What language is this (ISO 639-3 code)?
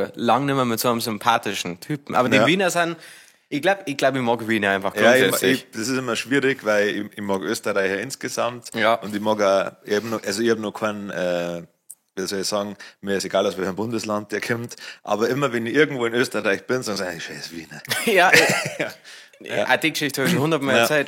bar